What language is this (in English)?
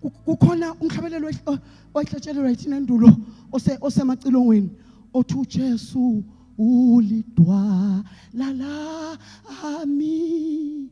Zulu